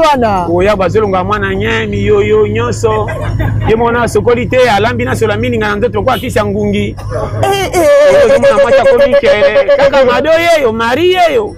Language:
Lingala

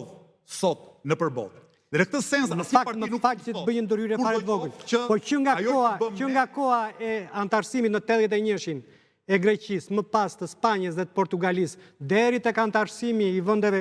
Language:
Albanian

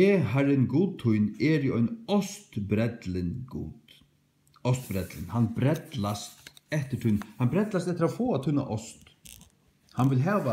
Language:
Faroese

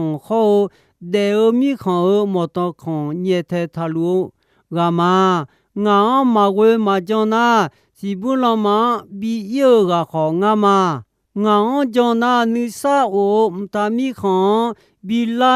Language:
Akha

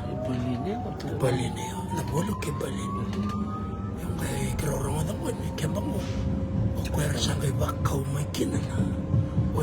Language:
Fijian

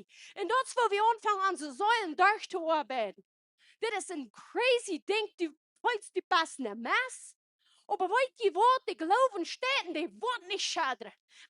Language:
Plautdietsch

